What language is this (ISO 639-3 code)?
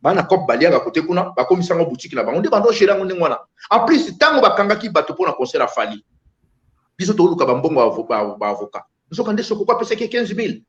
lin